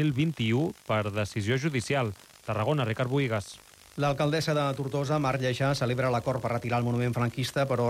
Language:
Catalan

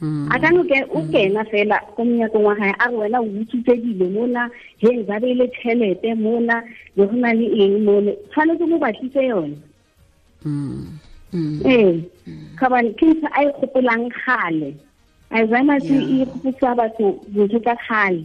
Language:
Tswana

